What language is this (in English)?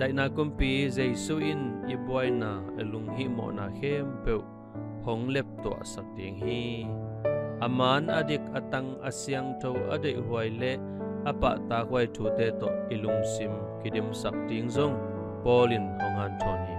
Tedim Chin